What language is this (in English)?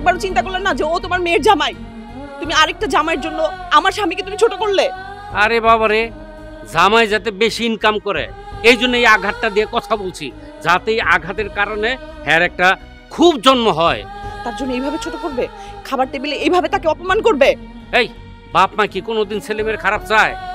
Bangla